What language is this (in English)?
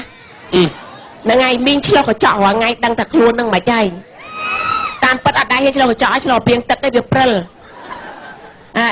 Khmer